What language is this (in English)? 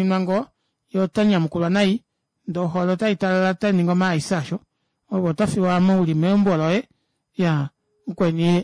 Kuanyama